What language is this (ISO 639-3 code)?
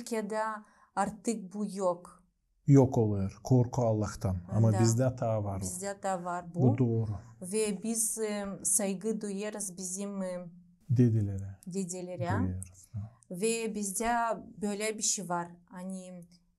gag